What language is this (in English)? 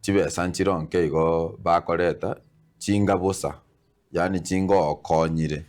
Gusii